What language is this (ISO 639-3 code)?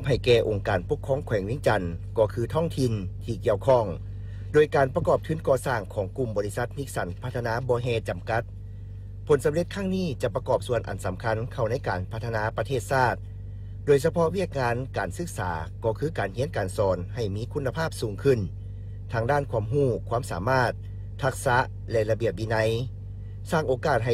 lao